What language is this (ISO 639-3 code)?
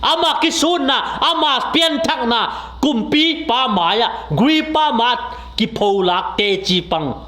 ctd